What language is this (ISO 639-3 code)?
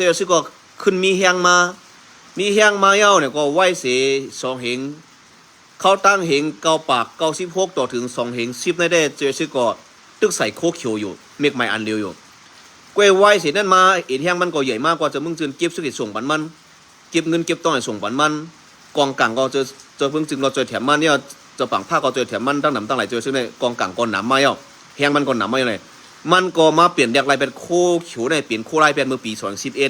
shn